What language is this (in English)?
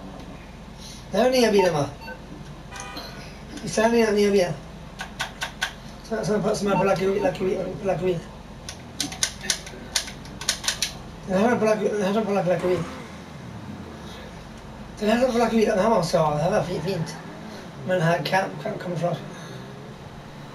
Swedish